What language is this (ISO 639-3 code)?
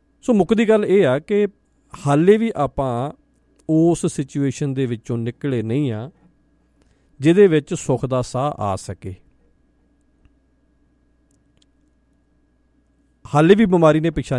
pan